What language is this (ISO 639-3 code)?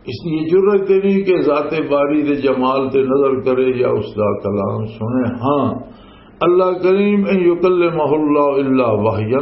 lah